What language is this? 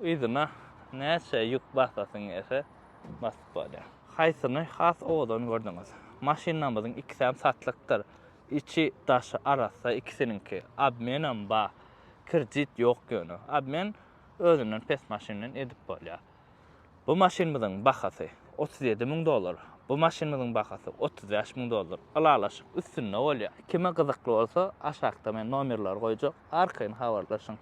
Turkmen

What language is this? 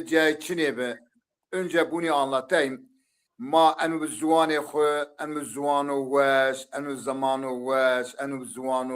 Zaza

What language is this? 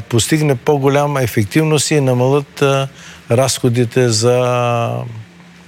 Bulgarian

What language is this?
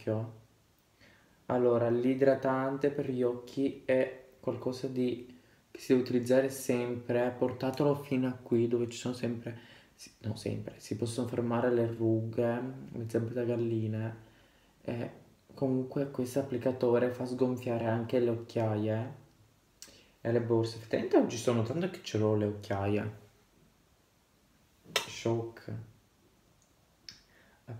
Italian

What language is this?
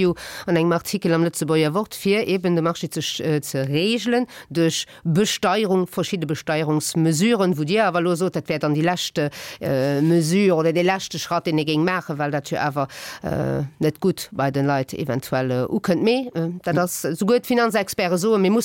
Luxembourgish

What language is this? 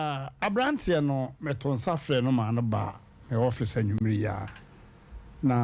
Akan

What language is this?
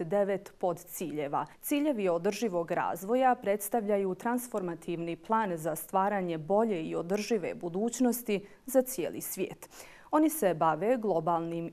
Bosnian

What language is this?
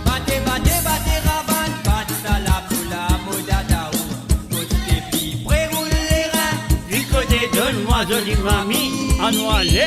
Morisyen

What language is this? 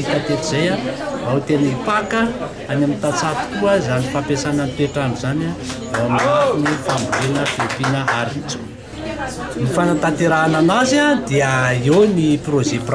Malagasy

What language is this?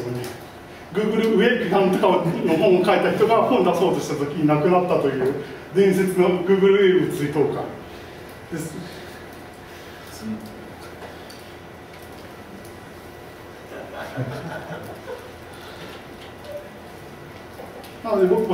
Japanese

